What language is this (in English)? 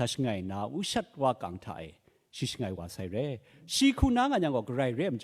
Kachin